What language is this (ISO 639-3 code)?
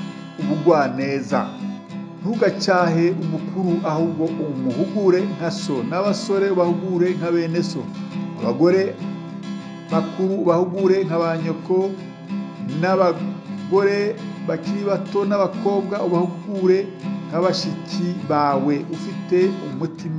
kin